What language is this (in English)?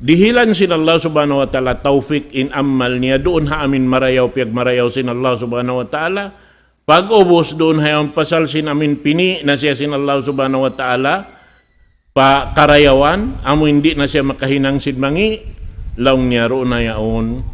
Tausug